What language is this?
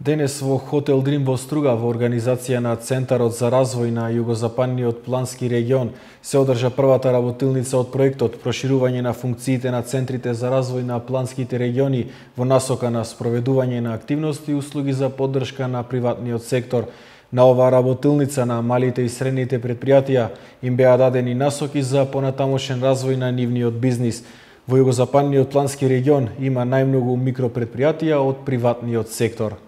Macedonian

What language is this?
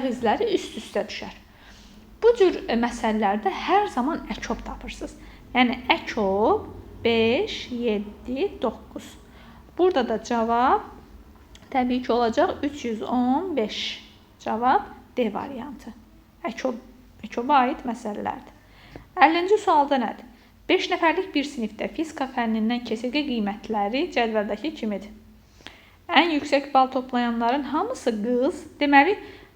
Azerbaijani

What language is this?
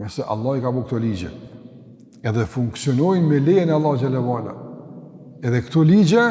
Albanian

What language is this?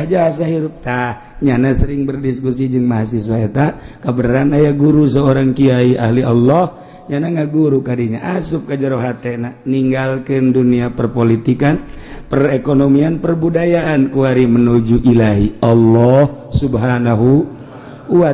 Sundanese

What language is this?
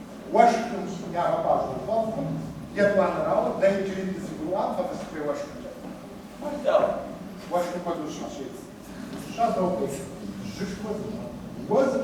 Kabardian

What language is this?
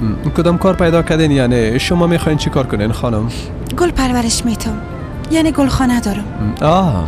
Persian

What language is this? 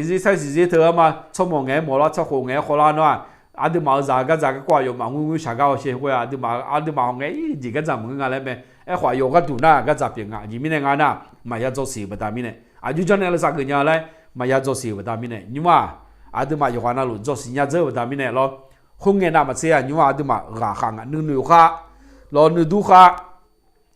Akha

